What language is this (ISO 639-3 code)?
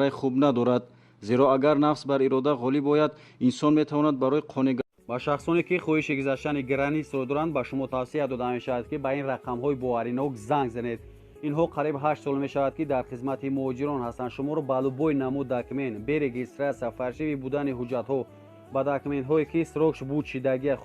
tgk